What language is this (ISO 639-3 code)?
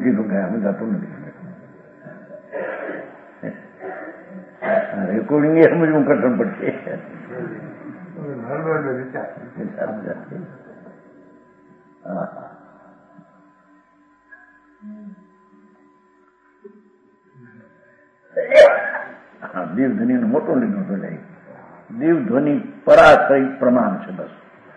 guj